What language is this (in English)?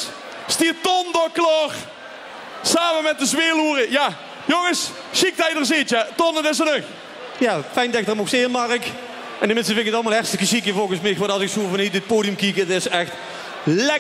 Dutch